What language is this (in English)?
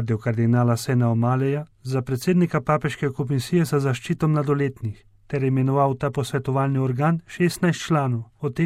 Slovenian